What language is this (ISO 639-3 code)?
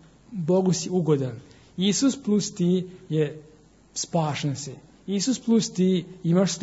srp